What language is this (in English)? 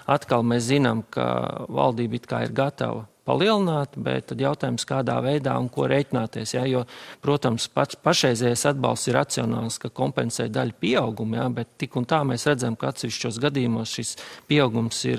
Latvian